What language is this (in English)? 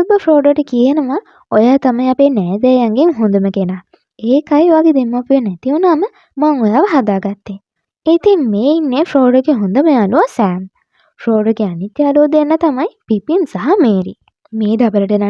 Sinhala